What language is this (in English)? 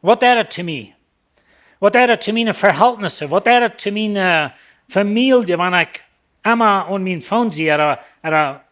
Plautdietsch